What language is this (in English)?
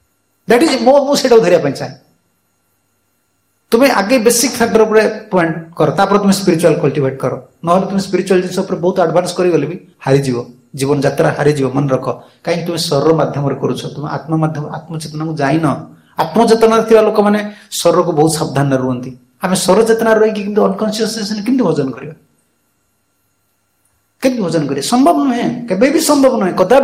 Odia